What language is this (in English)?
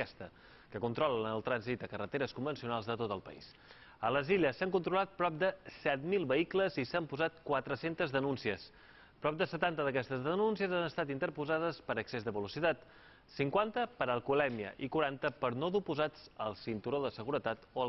Catalan